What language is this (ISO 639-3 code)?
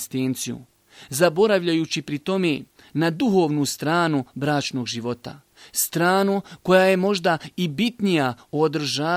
bos